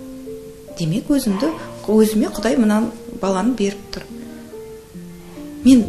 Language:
Kazakh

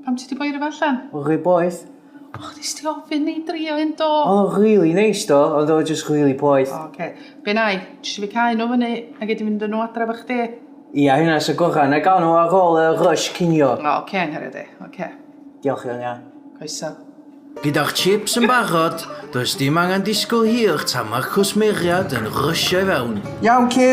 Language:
Welsh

